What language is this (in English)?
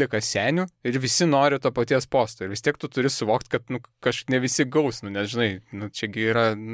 Lithuanian